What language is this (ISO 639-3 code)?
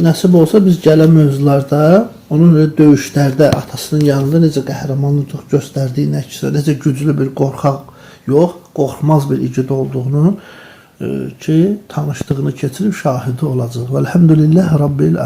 aze